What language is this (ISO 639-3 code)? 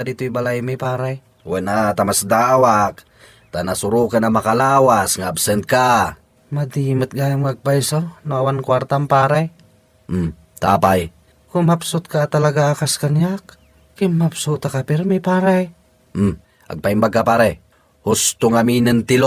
ilo